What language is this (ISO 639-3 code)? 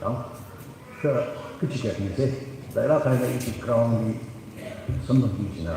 nmf